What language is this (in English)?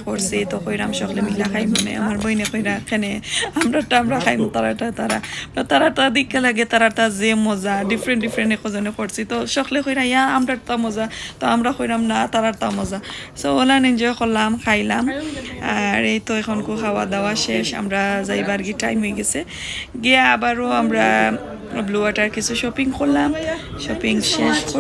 Sylheti